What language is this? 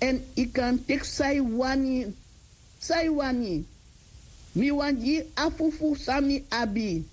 Sranan Tongo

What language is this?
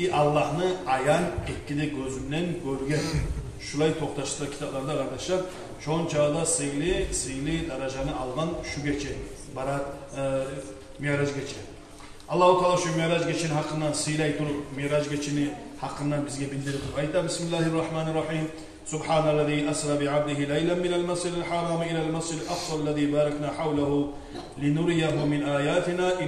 Kumyk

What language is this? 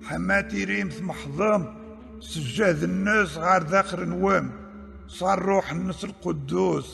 Kabyle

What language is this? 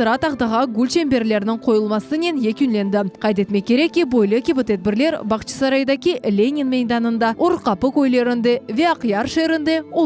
Crimean Tatar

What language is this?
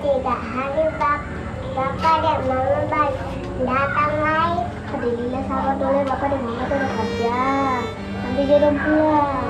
Ambonese Malay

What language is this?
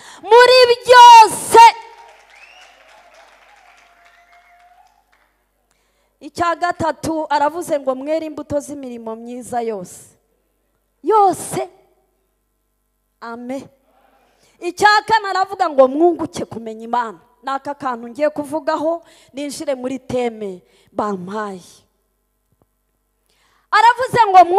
Kinyarwanda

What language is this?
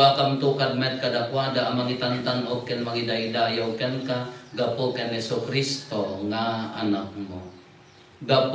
Iloko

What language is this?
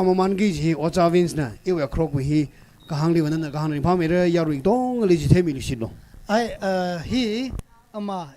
Tangkhul Naga (India)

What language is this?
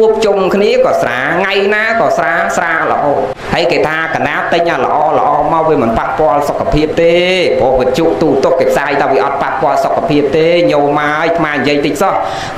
Khmer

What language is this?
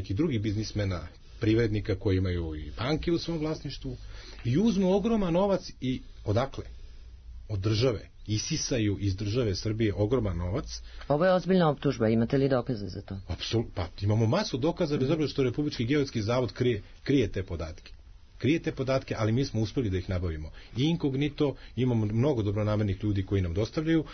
Serbian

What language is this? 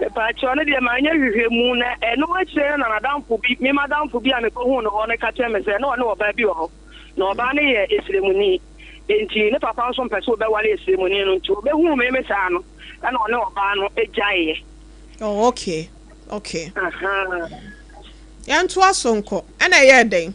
Akan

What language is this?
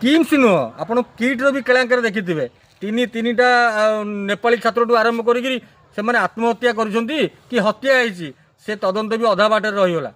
Odia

